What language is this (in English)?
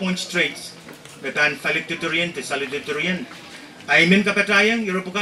Pohnpeian